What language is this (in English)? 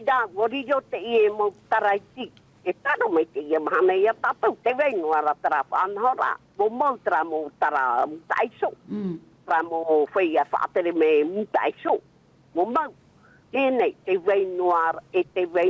Tahitian